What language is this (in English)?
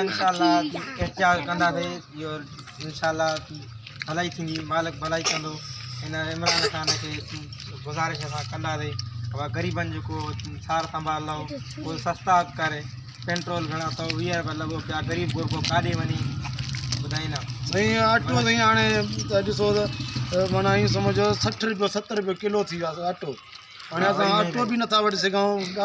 Sindhi